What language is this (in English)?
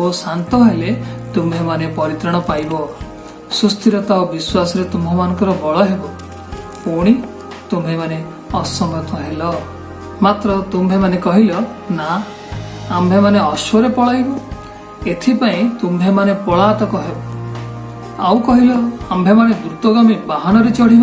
Odia